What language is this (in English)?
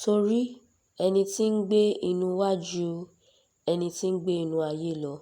Yoruba